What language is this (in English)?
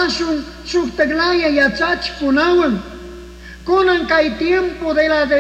Chimborazo Highland Quichua